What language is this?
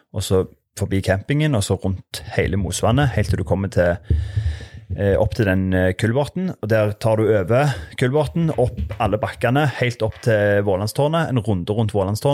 Norwegian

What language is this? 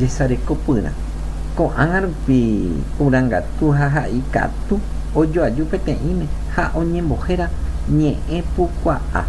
Guarani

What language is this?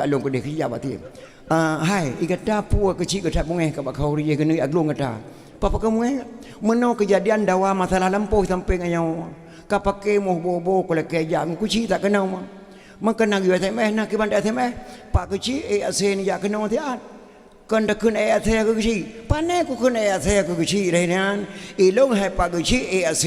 Achinese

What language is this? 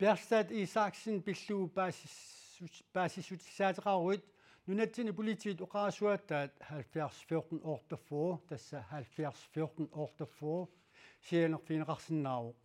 Kalaallisut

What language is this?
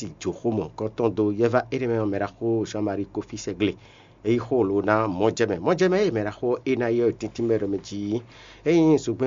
Fon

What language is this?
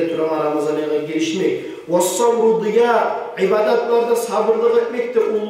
Kumyk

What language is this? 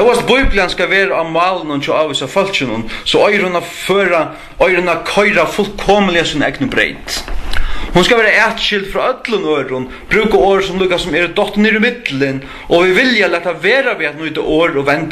Faroese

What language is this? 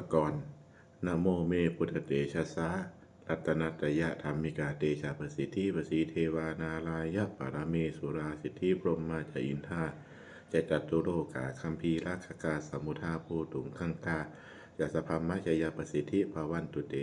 Pali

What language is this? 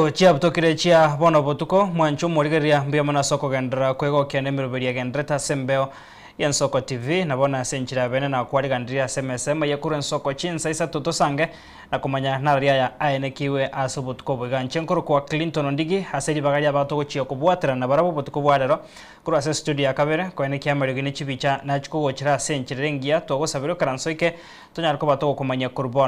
Gusii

